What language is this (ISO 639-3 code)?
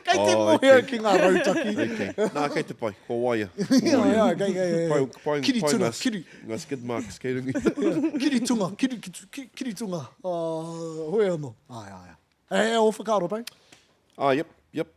mri